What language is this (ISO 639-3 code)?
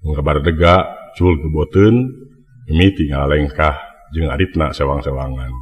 sun